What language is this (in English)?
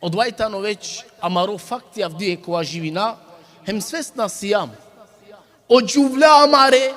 Balkan Romani